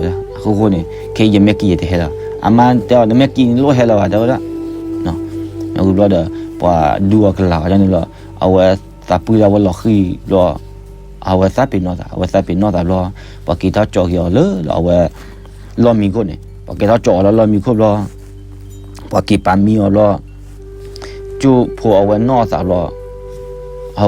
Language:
S'gaw Karen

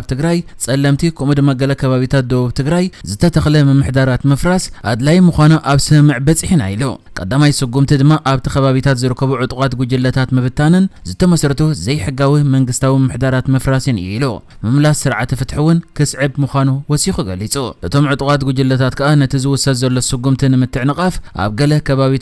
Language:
Tigrinya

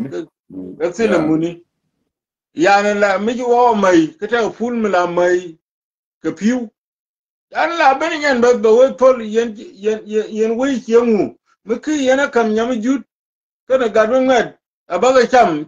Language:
Nuer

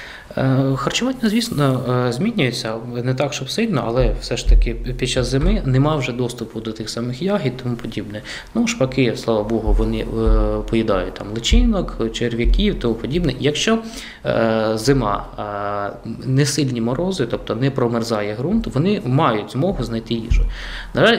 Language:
Ukrainian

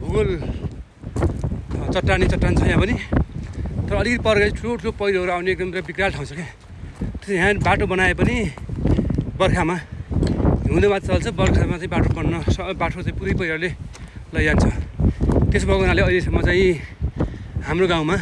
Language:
Nepali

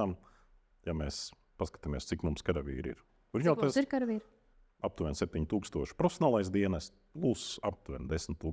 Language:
Latvian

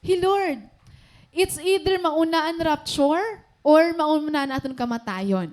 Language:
Waray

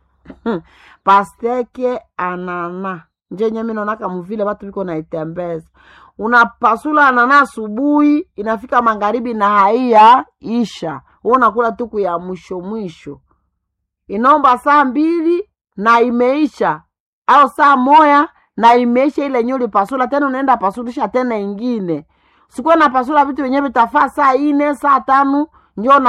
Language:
Swahili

